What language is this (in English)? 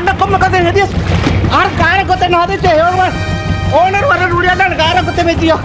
Divehi